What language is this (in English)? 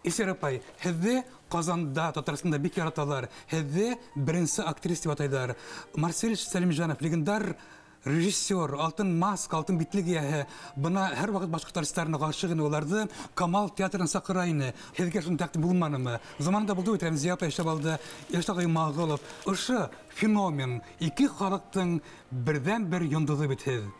Bashkir